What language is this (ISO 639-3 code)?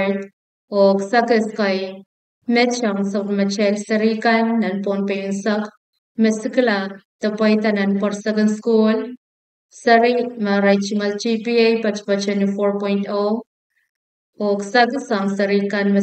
pon